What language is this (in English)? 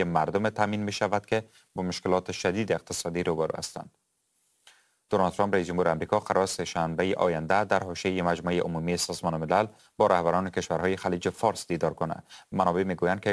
Persian